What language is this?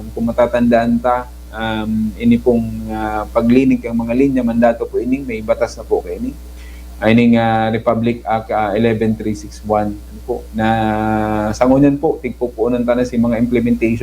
Bikol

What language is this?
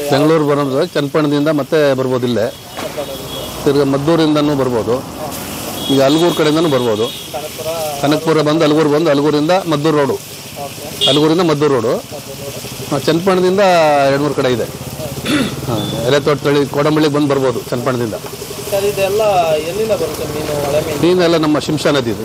Kannada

